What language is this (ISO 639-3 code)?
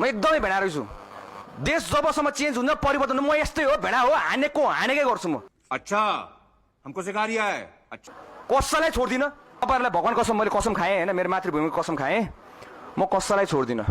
nep